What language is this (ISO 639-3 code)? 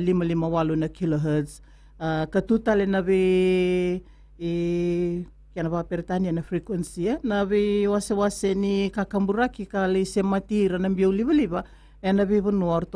fij